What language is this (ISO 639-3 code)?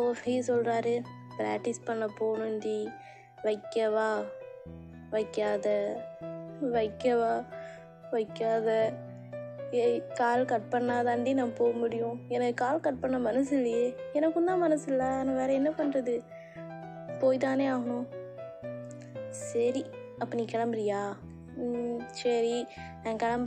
tam